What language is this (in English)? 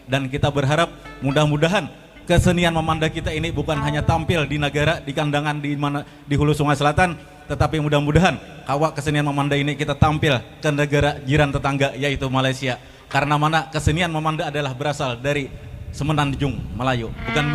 Banjar